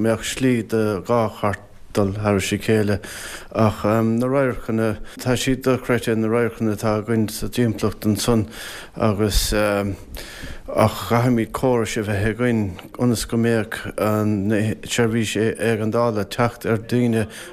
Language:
Irish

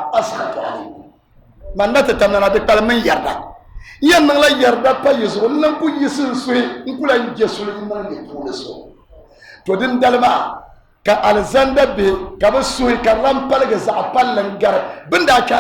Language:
Dagbani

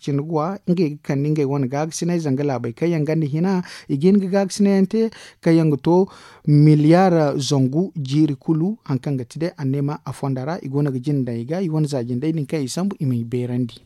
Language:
Zarma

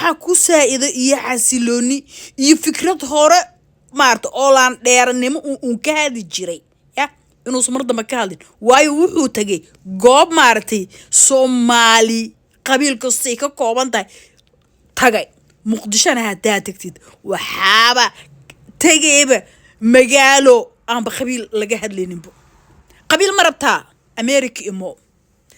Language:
Somali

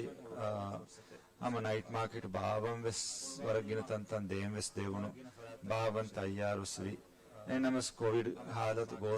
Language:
Divehi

